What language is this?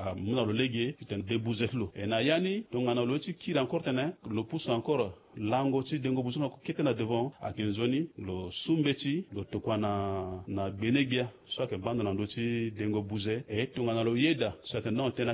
Sango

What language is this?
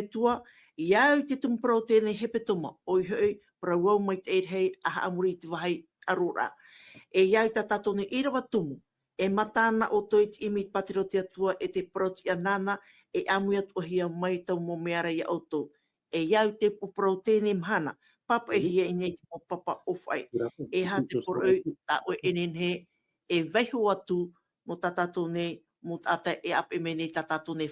Tahitian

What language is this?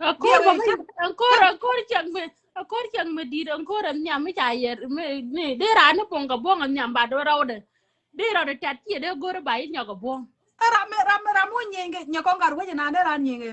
Nuer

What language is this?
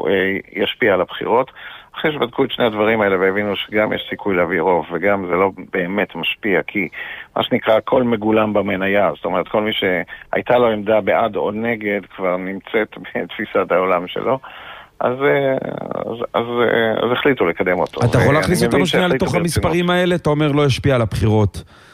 Hebrew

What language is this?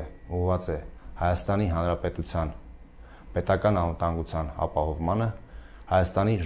Armenian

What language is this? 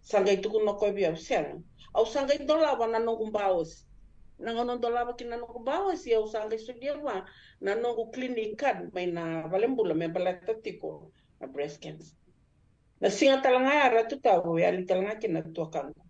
Fijian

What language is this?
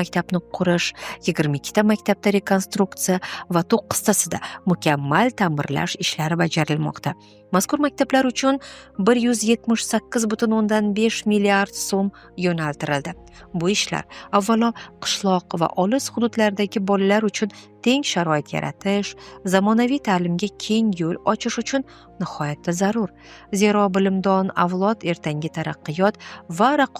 Uzbek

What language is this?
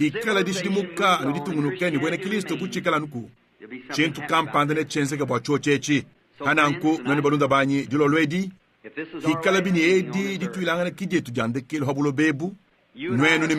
Luba-Lulua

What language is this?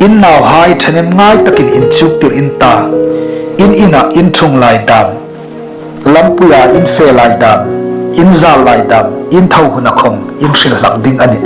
Hmar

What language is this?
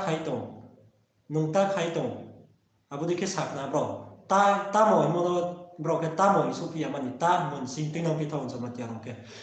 Riang (India)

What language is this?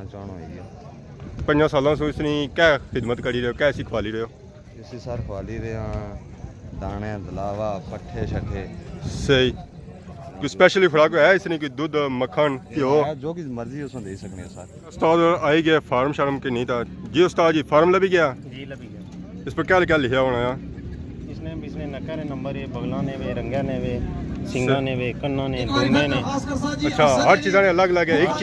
Pahari-Potwari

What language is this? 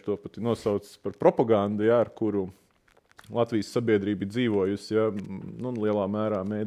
Latvian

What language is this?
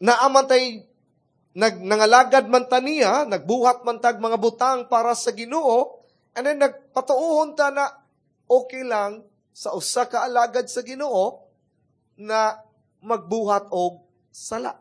Cebuano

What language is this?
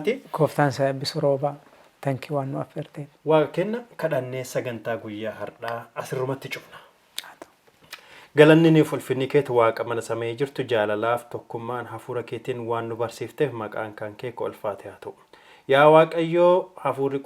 Oromo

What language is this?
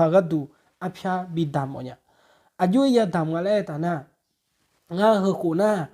Akha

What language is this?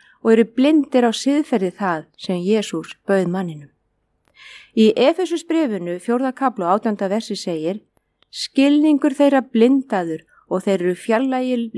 Icelandic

